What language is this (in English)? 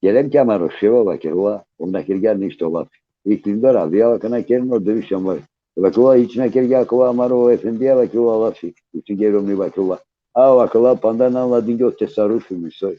Balkan Romani